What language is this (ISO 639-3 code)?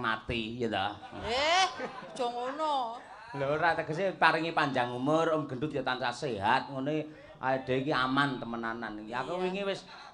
jav